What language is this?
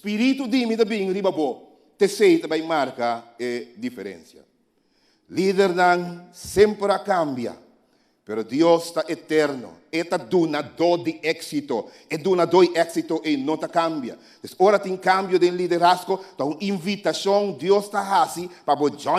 Papiamento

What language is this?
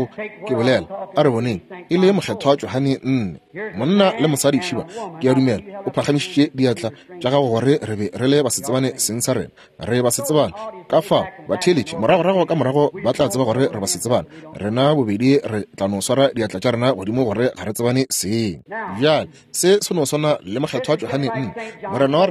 Northern Sotho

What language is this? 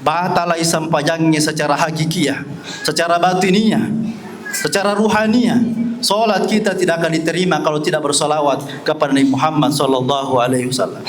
Buginese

